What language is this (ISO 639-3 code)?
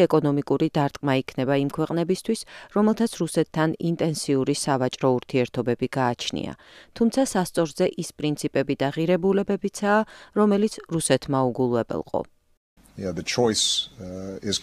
kat